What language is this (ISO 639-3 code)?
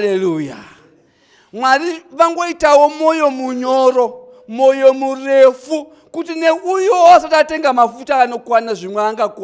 sna